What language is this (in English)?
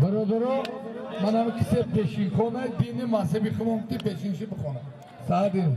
Tajik